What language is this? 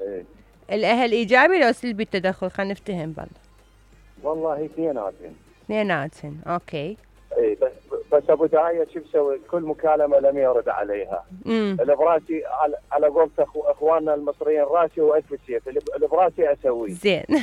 Mesopotamian Arabic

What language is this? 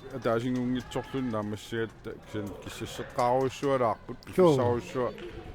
Kalaallisut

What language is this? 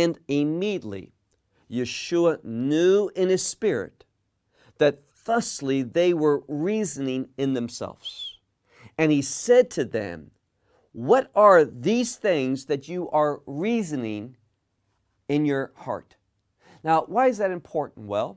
English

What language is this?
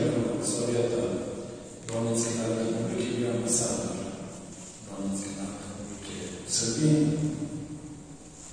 Serbian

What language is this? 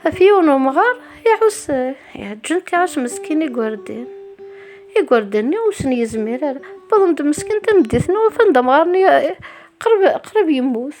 Kabyle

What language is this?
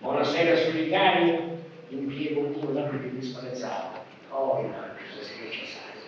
Sardinian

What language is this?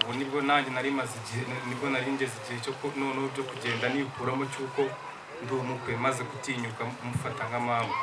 Kinyarwanda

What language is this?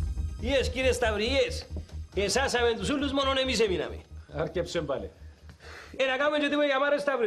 Greek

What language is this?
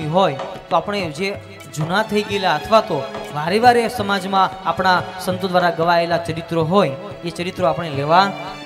Gujarati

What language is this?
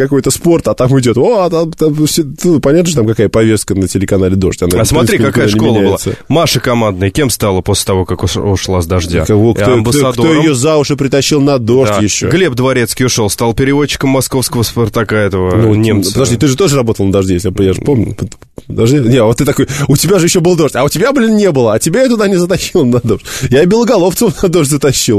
Russian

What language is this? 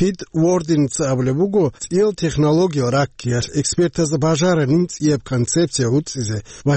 Avaric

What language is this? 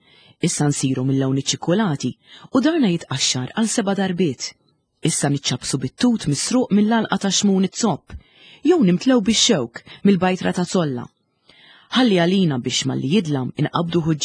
Maltese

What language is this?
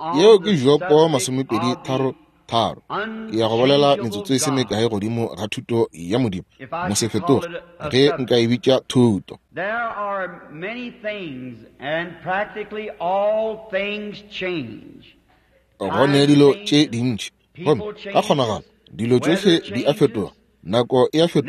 Northern Sotho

